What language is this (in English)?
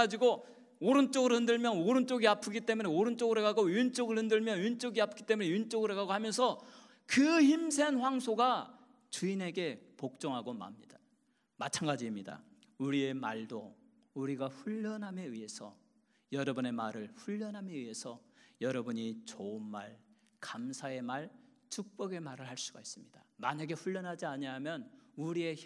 Korean